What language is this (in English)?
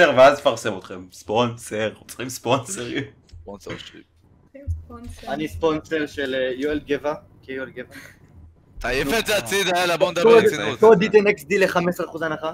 Hebrew